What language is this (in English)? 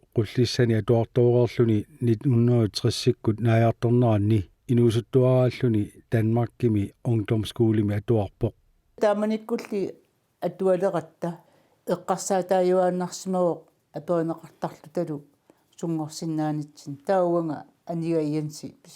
Kalaallisut